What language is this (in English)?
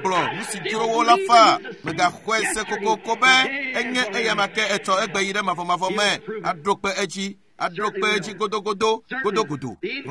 Ewe